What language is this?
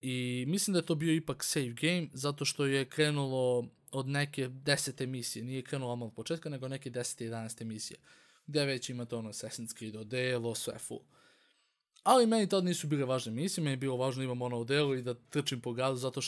Serbian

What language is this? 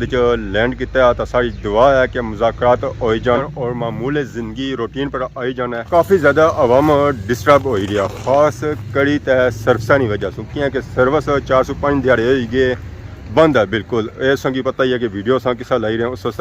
Pahari-Potwari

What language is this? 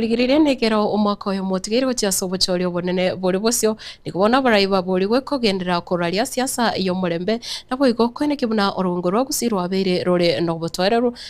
Gusii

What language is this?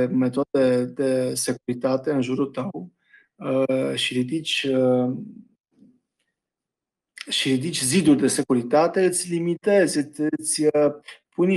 Romanian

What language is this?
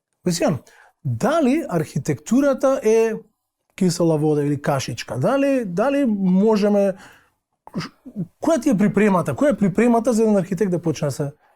Macedonian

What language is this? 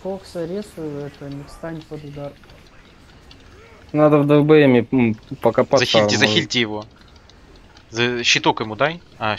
Russian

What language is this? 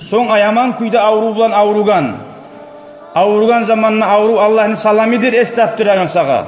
Kumyk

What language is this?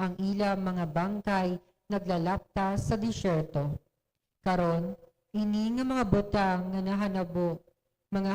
Hiligaynon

